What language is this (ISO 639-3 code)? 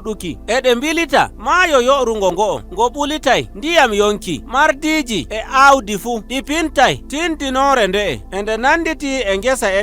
fuv